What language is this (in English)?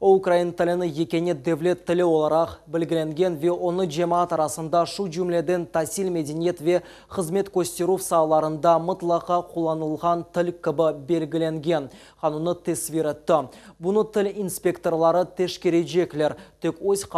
Crimean Tatar